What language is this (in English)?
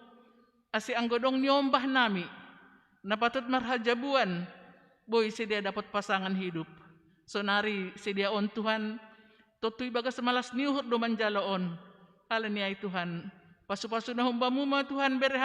Batak Simalungun